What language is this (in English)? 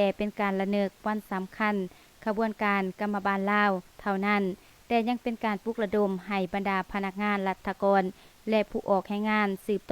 Lao